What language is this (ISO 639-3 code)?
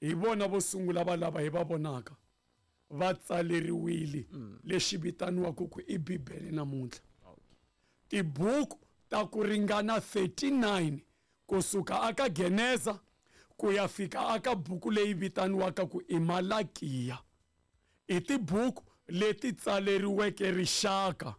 tso